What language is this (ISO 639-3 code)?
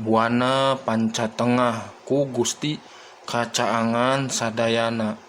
sun